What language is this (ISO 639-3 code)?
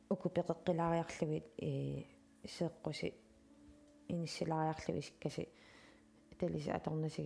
kal